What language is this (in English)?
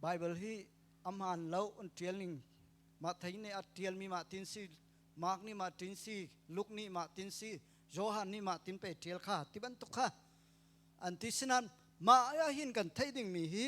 Hakha Chin